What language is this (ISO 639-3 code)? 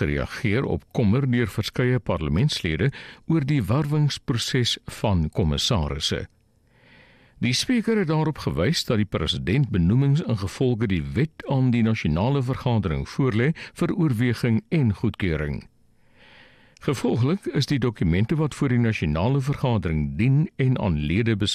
afr